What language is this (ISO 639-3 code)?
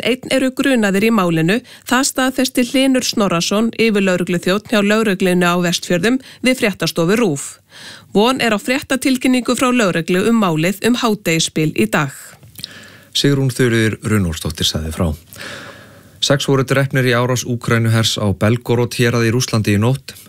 isl